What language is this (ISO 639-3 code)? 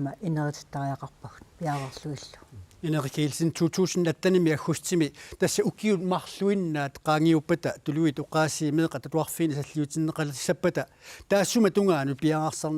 kal